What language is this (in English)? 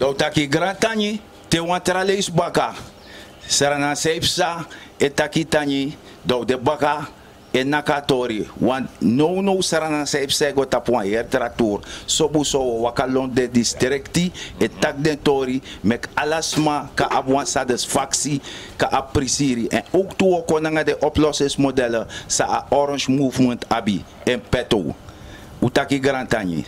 Sranan Tongo